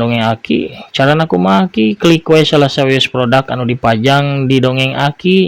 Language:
Sundanese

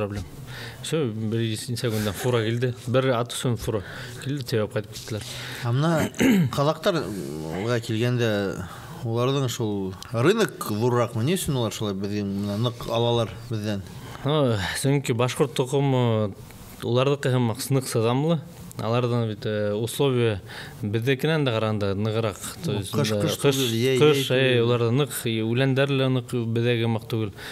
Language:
Bashkir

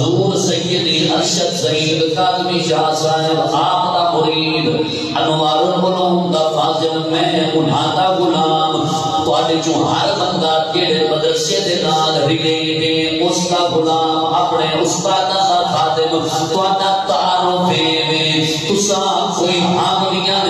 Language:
Saraiki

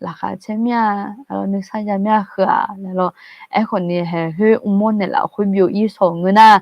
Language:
Akha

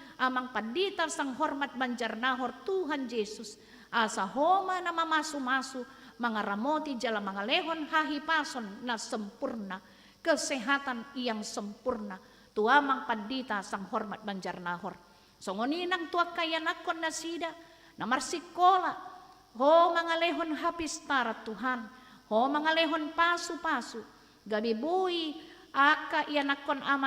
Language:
Batak Toba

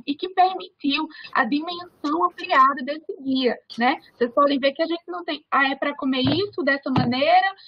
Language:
Portuguese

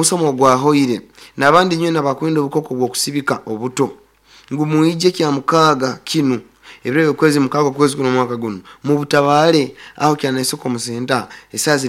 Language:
Nyoro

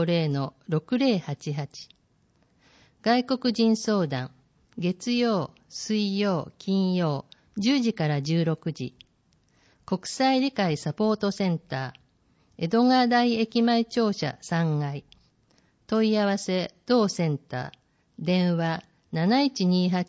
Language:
Japanese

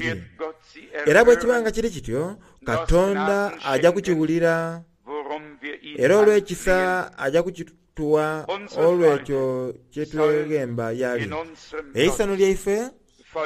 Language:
Soga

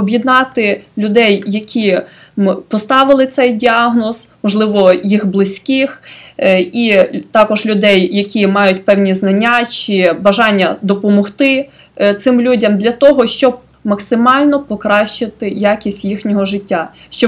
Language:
Ukrainian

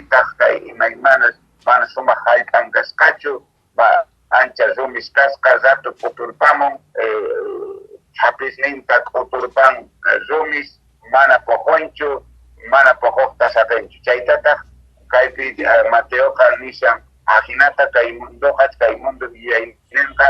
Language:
Quechua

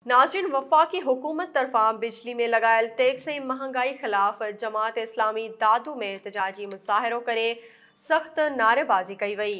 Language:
Sindhi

